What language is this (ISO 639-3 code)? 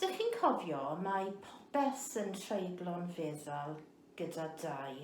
cym